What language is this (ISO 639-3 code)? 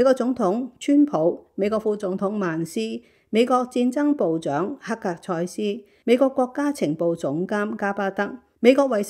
yue